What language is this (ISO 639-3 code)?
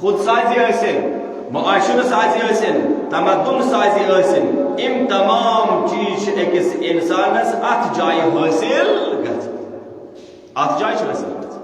kas